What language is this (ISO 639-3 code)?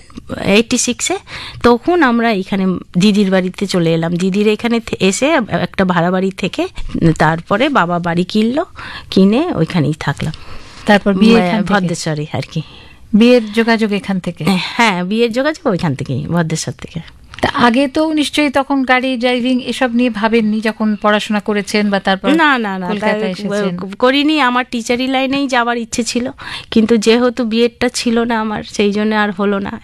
ben